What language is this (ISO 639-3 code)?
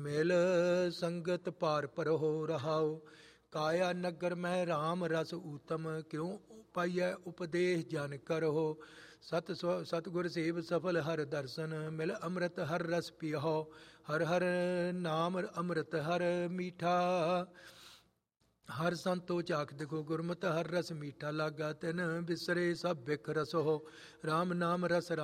pan